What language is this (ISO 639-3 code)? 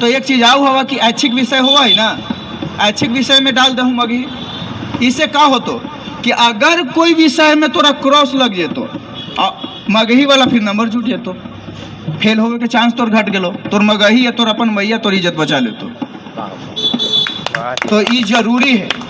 mag